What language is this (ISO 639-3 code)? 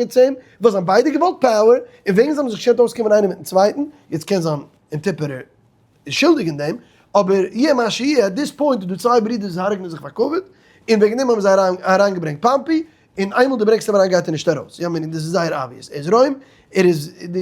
yid